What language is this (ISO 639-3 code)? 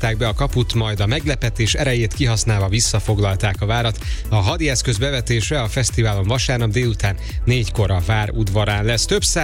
hun